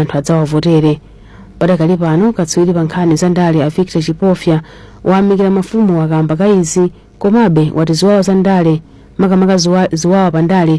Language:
Nyanja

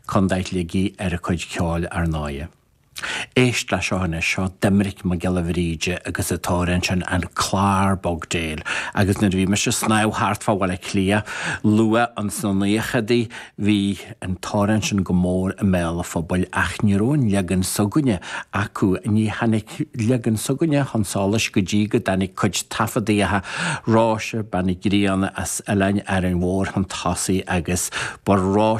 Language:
Irish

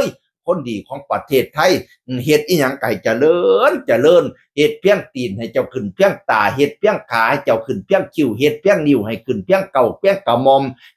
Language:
Northeastern Thai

